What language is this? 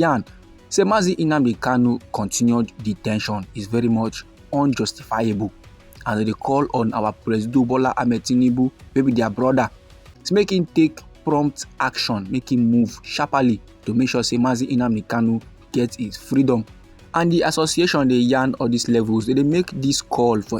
Nigerian Pidgin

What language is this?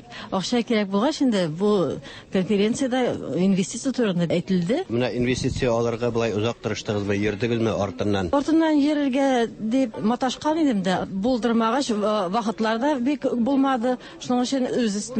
Tatar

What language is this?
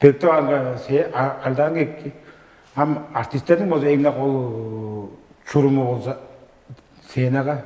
Tuvinian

